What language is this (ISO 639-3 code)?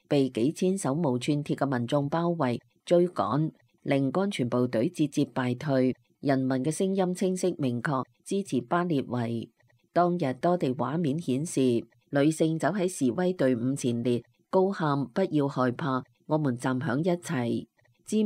yue